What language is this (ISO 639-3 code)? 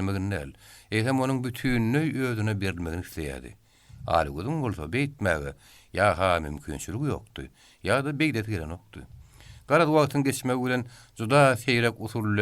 tuk